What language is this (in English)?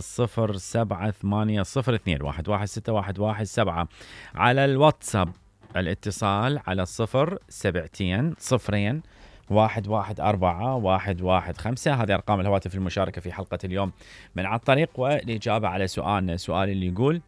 Mesopotamian Arabic